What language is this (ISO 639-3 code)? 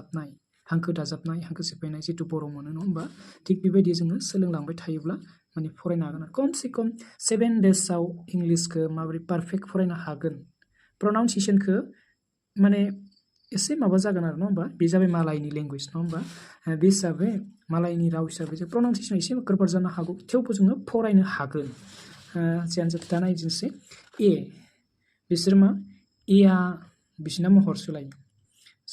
brx